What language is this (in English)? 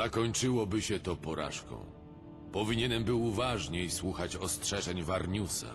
Polish